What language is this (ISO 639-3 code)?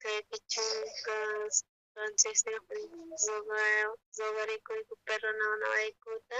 quh